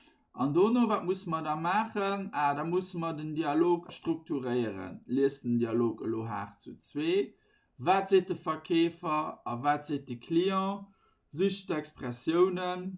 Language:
Luxembourgish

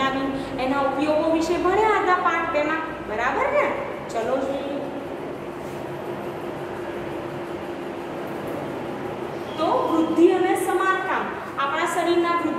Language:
Gujarati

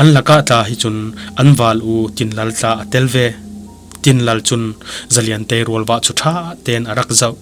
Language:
Falam Chin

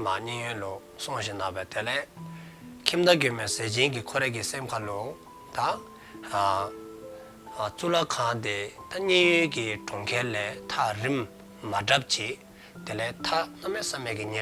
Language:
Dzongkha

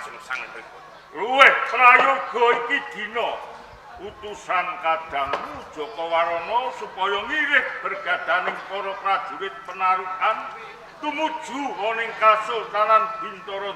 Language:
Javanese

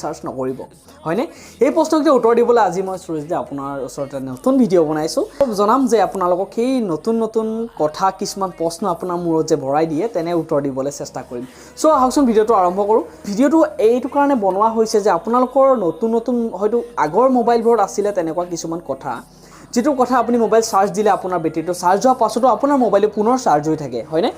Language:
Assamese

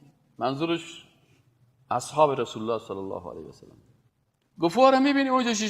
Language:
Persian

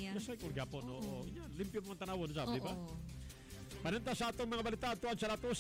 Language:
Cebuano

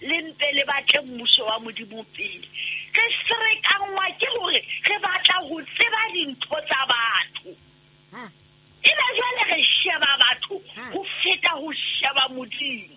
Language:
Southern Sotho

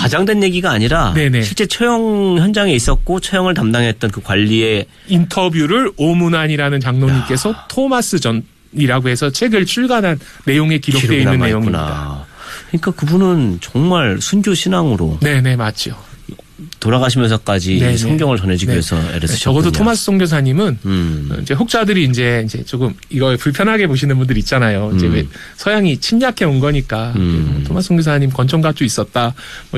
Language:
Korean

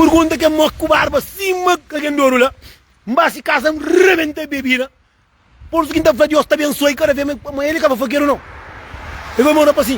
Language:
Kabuverdianu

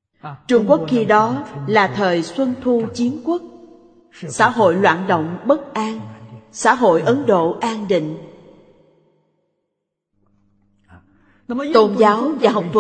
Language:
Vietnamese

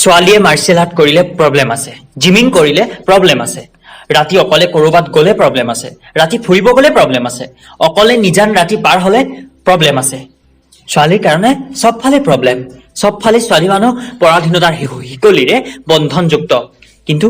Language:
Assamese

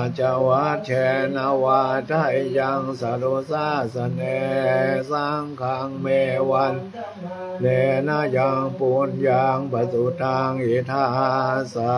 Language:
Pali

